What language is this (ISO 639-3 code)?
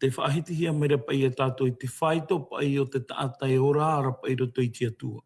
tah